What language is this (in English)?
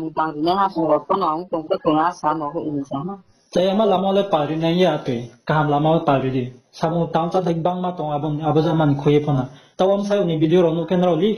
Riang (India)